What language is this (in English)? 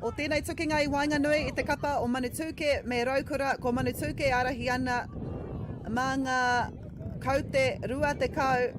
Māori